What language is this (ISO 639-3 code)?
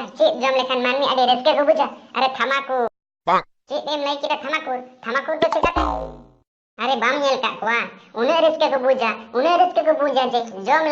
sat